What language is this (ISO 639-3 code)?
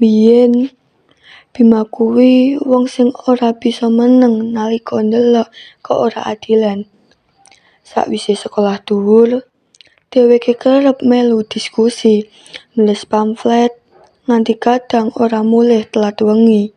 jav